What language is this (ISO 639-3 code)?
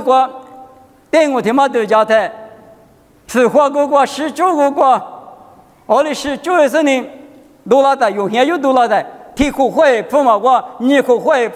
lis